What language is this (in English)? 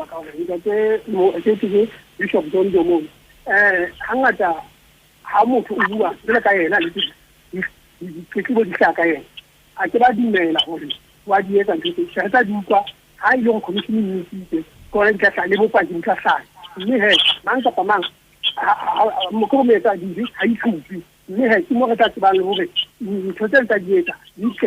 Southern Sotho